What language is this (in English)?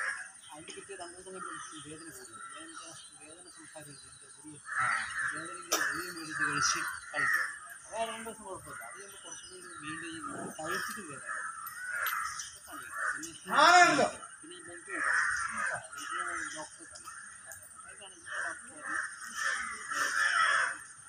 Malayalam